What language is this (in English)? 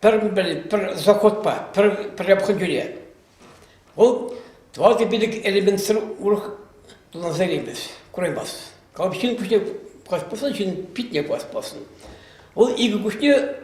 Chuvash